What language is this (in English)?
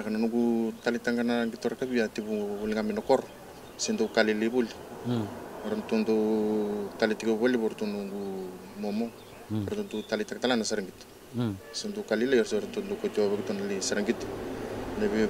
Fijian